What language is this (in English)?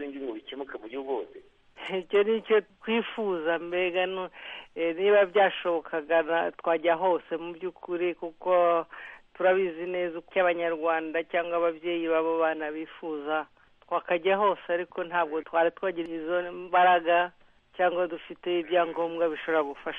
Kinyarwanda